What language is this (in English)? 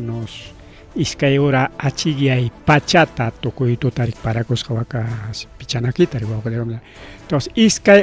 Ayacucho Quechua